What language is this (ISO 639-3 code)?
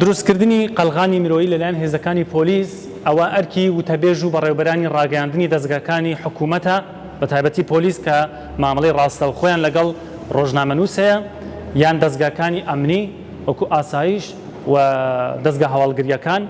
ckb